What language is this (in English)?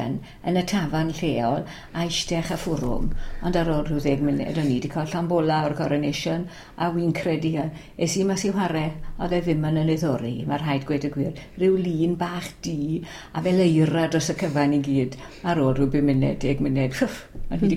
Welsh